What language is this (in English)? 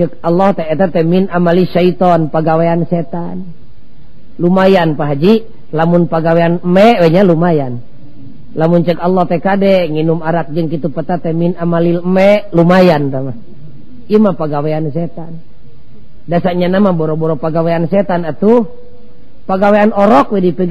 Sundanese